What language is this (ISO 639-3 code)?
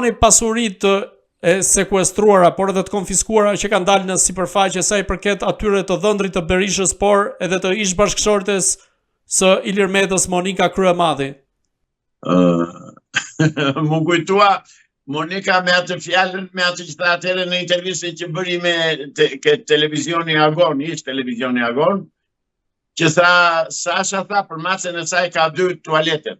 sqi